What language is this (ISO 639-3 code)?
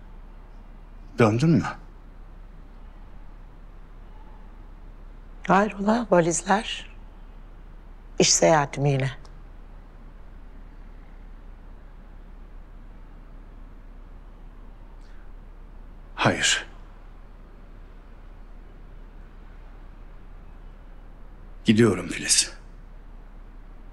tur